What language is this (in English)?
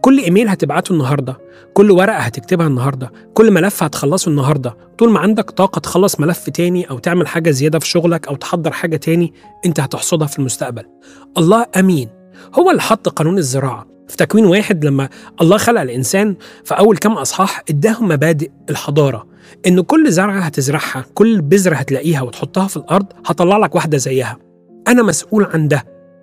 Egyptian Arabic